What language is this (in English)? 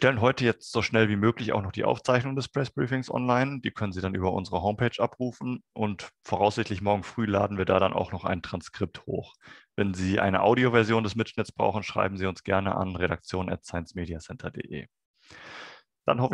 German